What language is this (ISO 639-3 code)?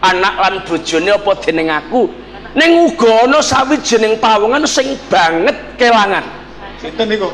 jav